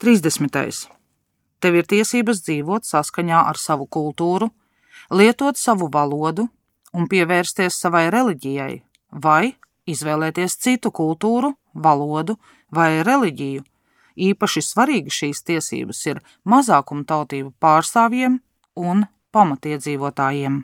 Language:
Latvian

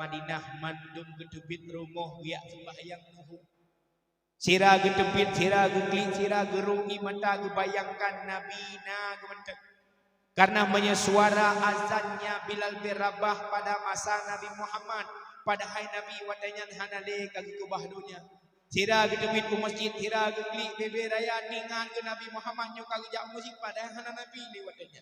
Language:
Achinese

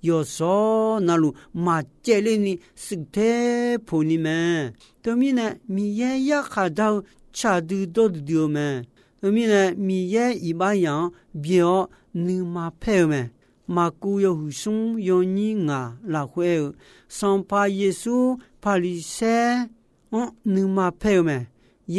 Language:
Akha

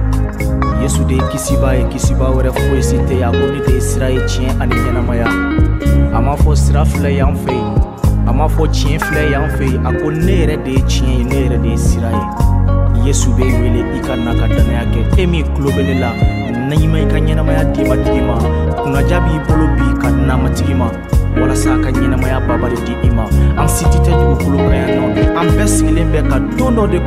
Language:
Bambara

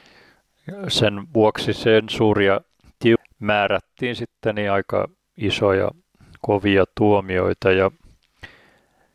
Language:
Finnish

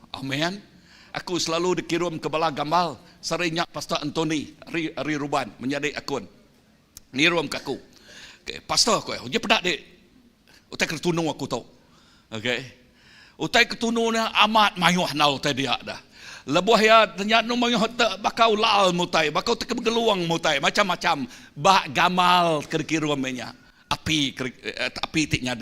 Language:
Iban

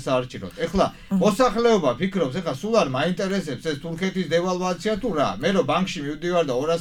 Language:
Georgian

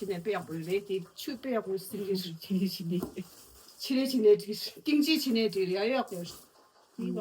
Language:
Tibetan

